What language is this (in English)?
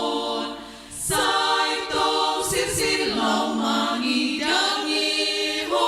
Batak Simalungun